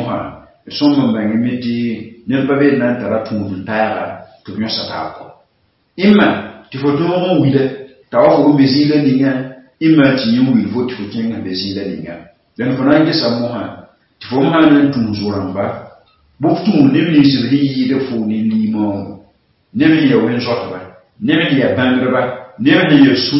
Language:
Mossi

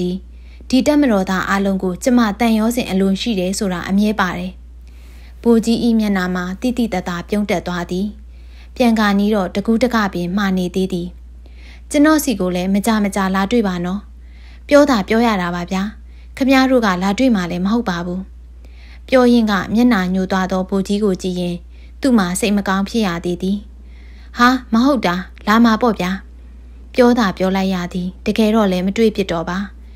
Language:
Burmese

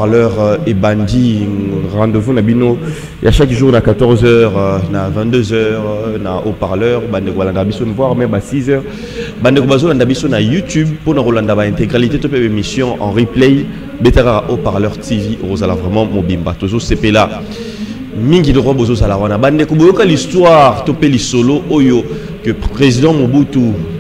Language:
Lingala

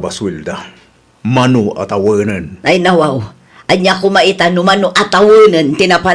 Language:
Iloko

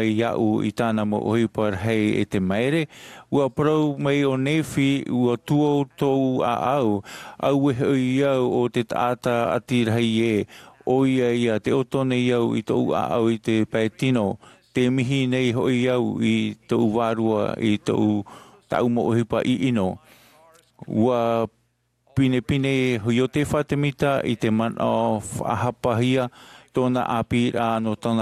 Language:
Tahitian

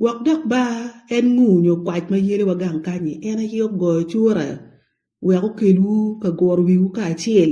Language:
Acoli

